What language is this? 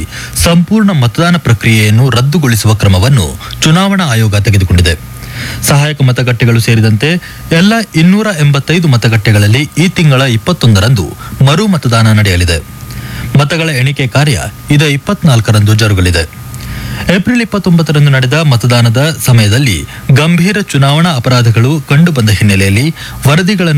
Kannada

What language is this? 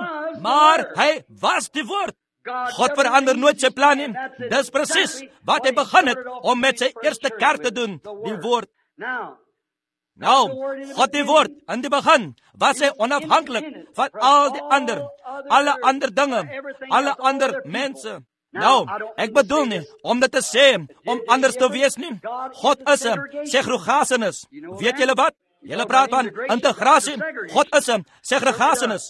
Afrikaans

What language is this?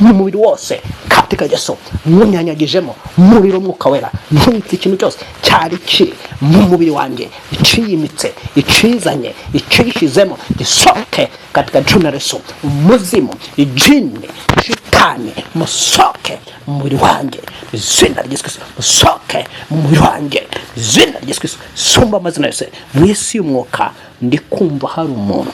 Kinyarwanda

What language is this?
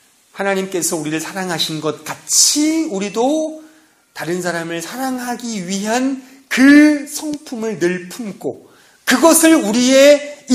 Korean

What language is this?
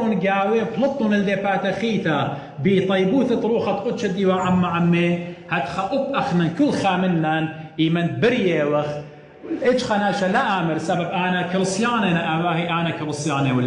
Assyrian Neo-Aramaic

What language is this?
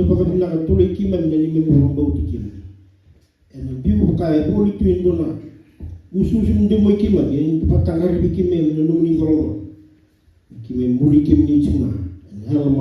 Fijian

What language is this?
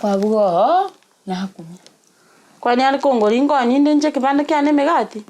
Gusii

